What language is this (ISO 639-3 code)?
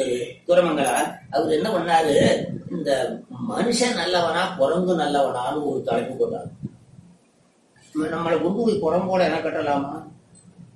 tam